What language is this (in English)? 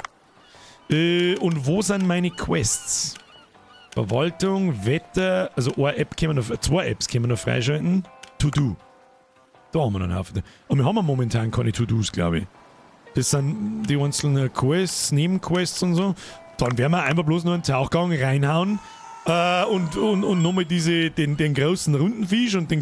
Bavarian